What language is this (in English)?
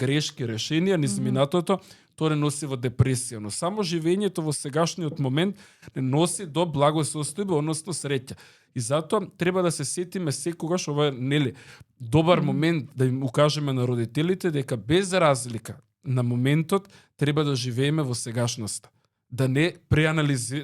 Macedonian